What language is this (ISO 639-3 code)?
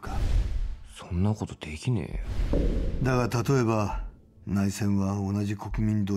jpn